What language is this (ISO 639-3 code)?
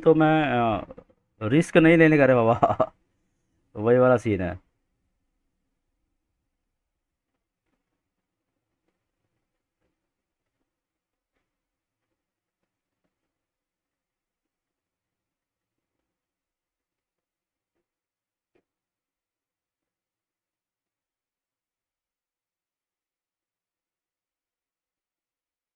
hin